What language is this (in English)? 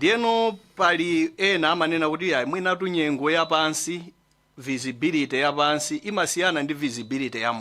Nyanja